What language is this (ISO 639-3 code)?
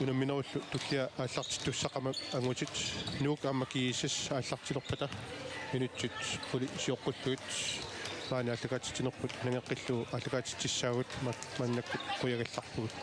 kal